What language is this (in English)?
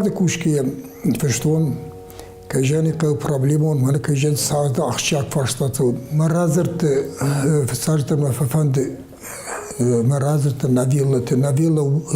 Ossetic